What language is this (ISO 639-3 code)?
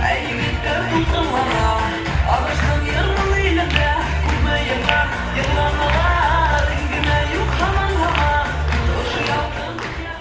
bak